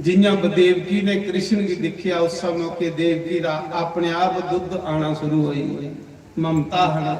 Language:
Dogri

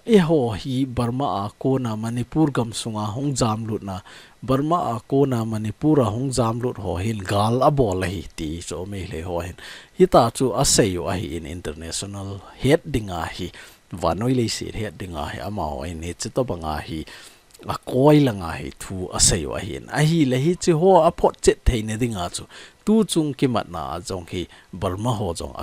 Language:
Thado Chin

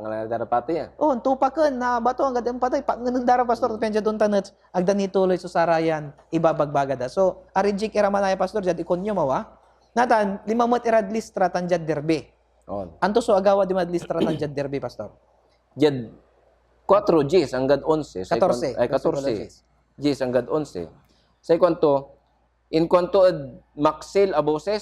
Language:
Pangasinan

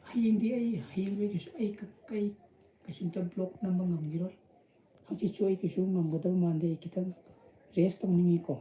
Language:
Manipuri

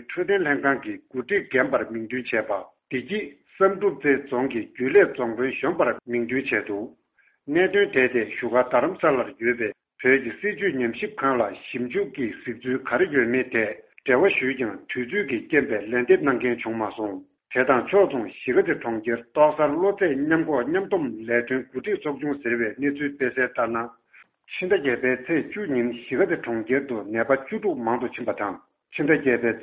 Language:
Tibetan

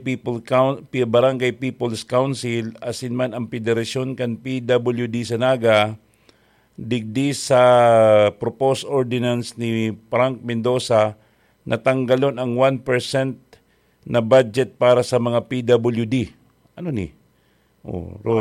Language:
Bikol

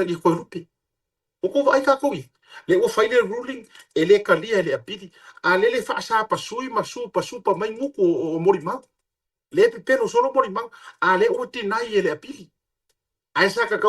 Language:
Samoan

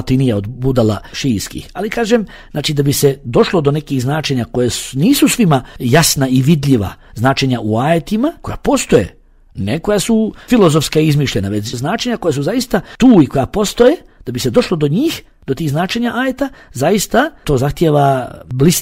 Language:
Bosnian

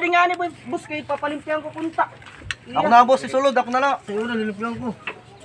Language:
Waray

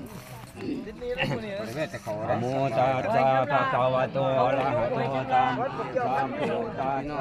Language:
Lao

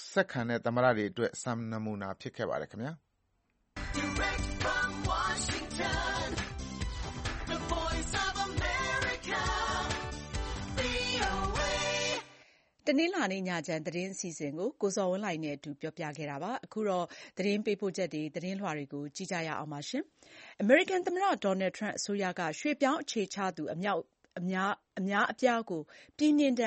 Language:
Burmese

